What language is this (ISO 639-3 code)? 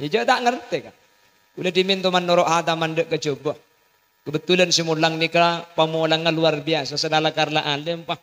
mad